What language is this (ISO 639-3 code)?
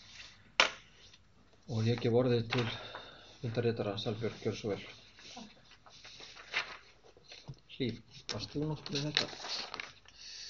isl